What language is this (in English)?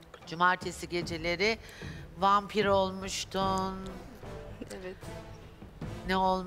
Turkish